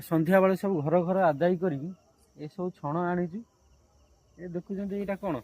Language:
Odia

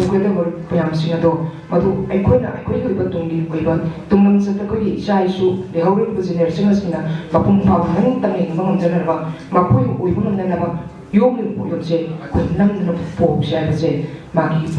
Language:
Manipuri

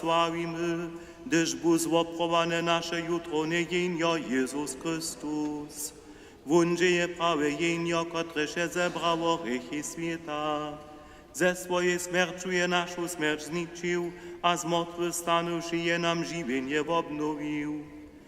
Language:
Upper Sorbian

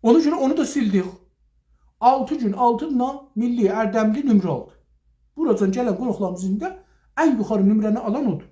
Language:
South Azerbaijani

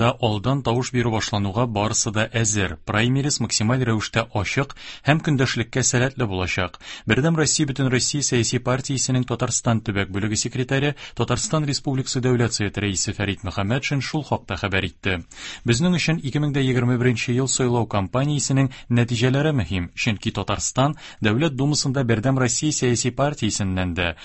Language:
Tatar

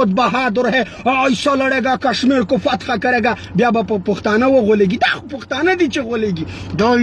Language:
Pashto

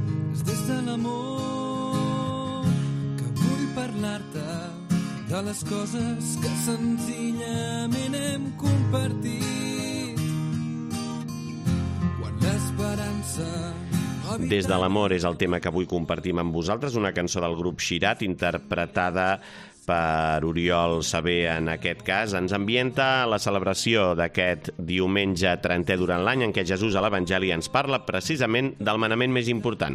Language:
Catalan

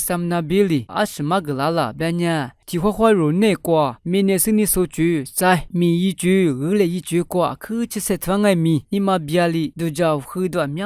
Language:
Lisu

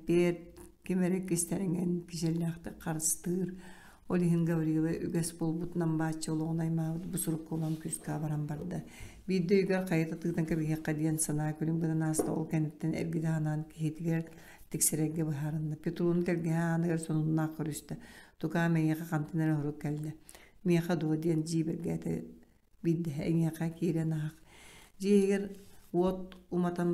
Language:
Yakut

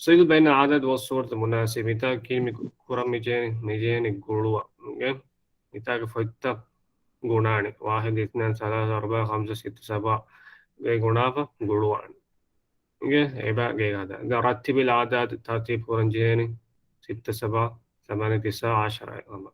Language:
Divehi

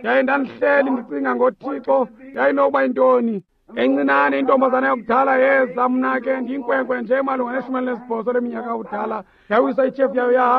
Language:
Xhosa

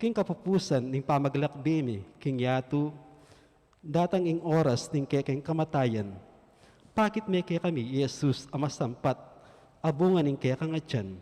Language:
Pampanga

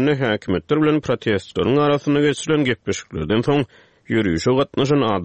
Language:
Turkmen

